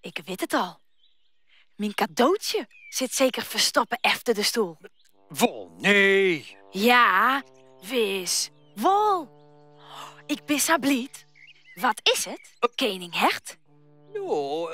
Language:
Western Frisian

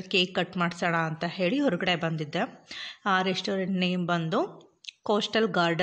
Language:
Kannada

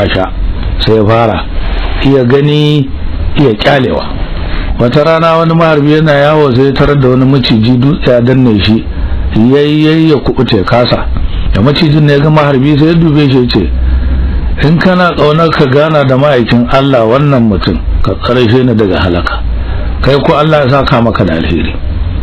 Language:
Hausa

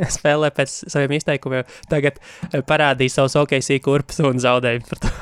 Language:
Latvian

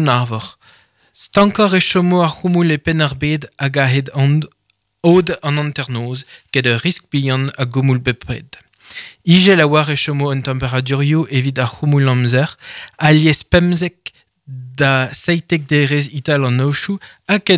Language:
Breton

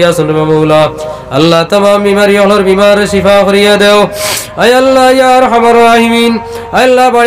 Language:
Sylheti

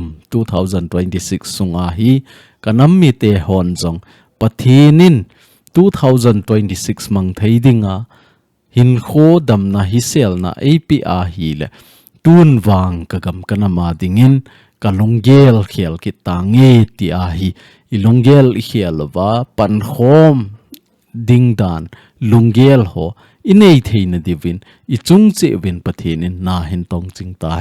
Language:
Thado Chin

